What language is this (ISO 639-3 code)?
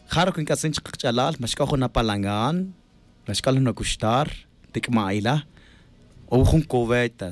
tzj